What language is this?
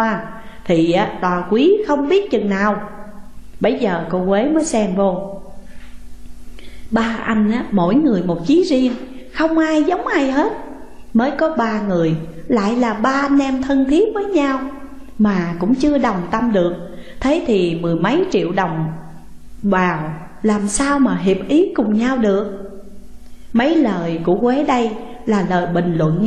Vietnamese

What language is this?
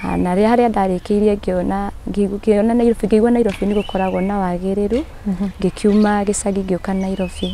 Kikuyu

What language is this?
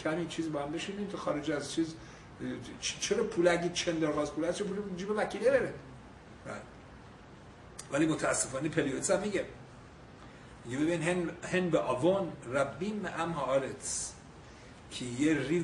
Persian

